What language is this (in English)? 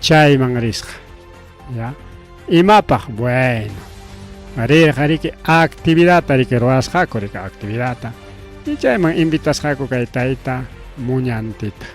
Ayacucho Quechua